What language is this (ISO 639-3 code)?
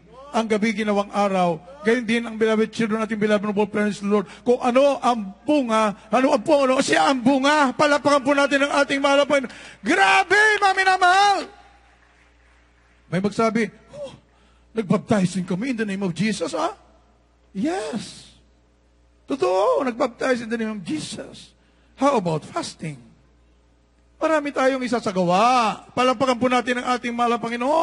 fil